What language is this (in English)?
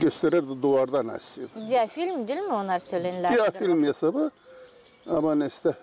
Gagauz